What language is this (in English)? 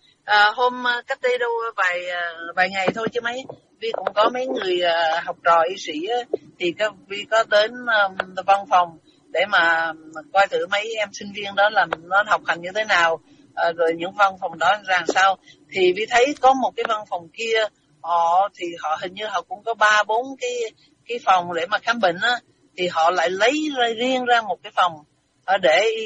Vietnamese